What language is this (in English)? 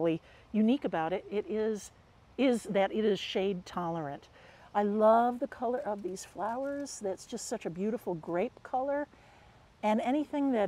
English